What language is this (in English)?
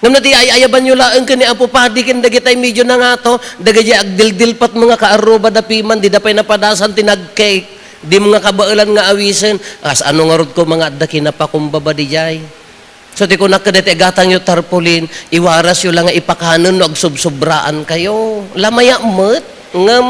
Iloko